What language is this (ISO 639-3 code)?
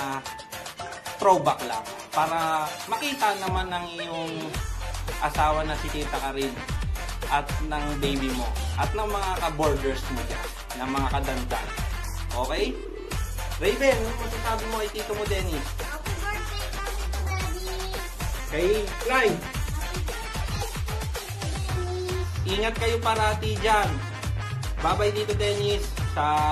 fil